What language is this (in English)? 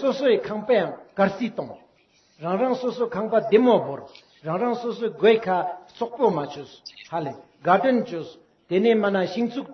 Ladakhi